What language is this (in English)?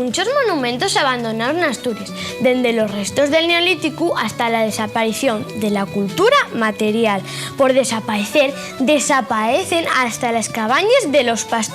Asturian